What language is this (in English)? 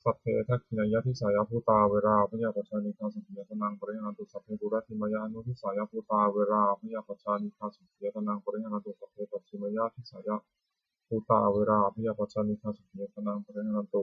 Pali